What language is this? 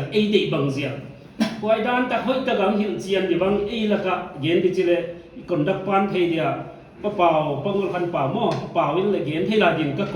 Paite Chin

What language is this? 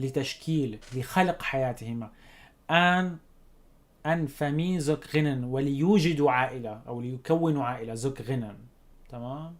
North Levantine Arabic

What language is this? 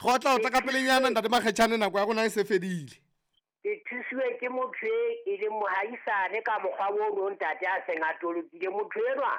Southern Sotho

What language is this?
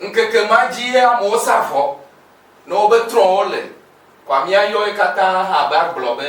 Ewe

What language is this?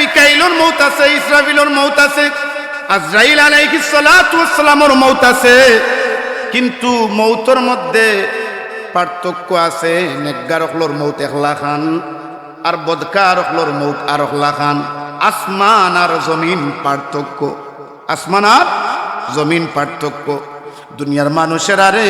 Sylheti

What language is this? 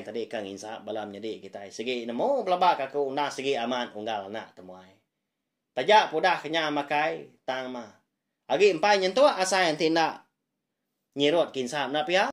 Iban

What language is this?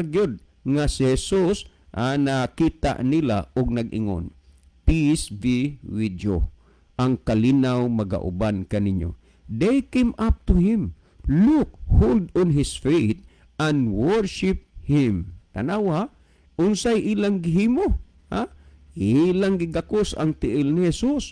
Cebuano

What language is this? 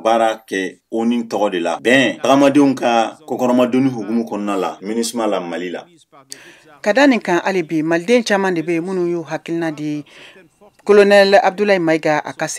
Bambara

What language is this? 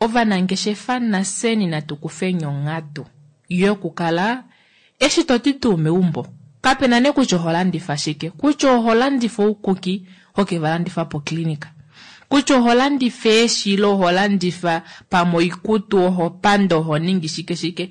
Kuanyama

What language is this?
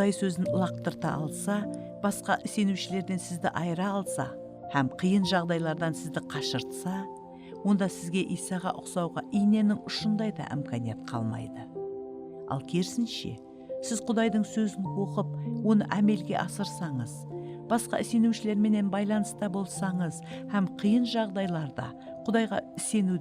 Kara-Kalpak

